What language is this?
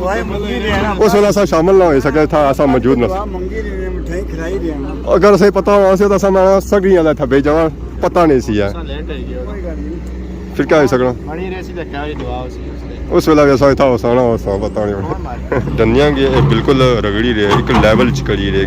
Pahari-Potwari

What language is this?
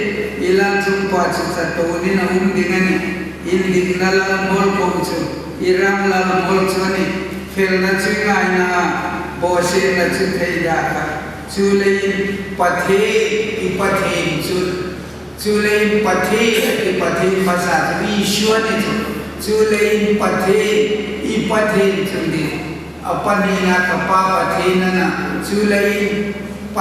Hmar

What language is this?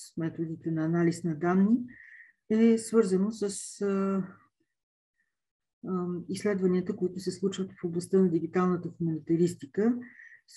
Bulgarian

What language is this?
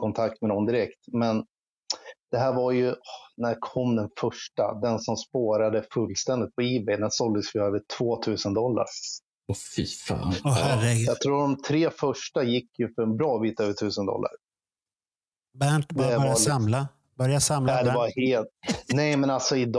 Swedish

